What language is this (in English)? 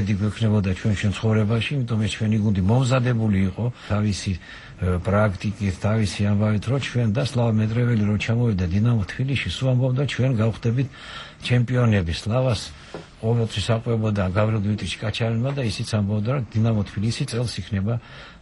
Georgian